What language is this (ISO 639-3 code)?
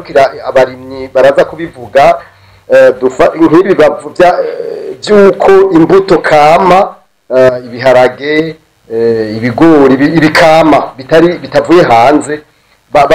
run